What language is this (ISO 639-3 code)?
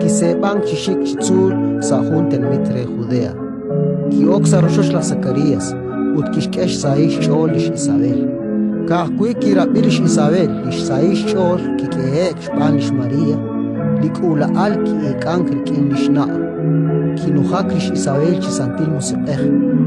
kek